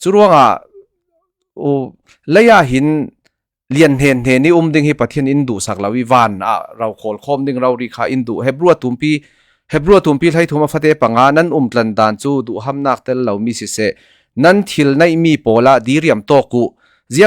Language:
Falam Chin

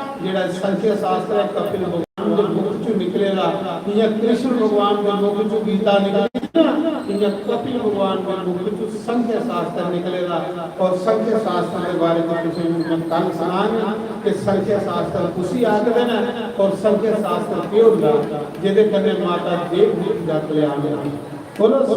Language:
Dogri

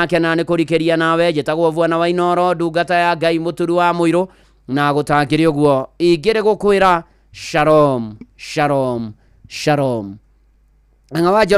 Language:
Kikuyu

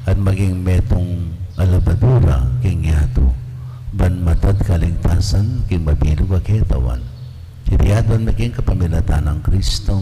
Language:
Pampanga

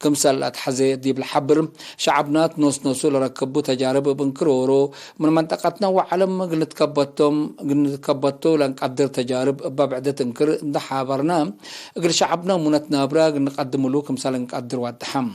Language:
Tigre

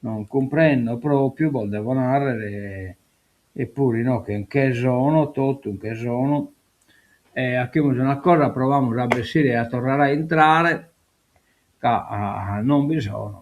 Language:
Sardinian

